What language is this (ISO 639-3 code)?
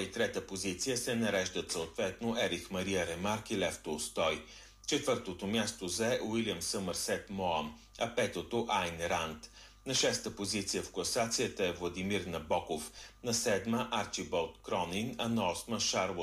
bul